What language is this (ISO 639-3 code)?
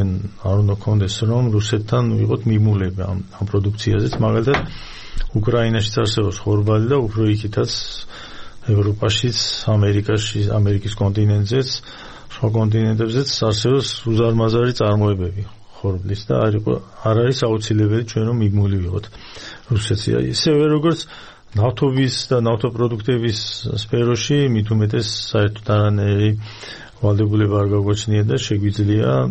kat